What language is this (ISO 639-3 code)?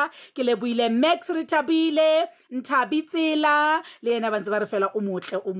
sot